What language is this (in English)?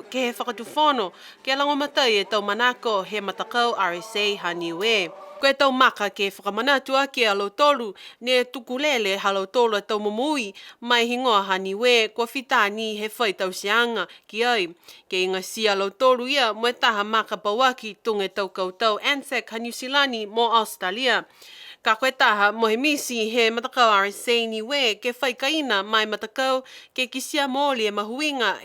Niuean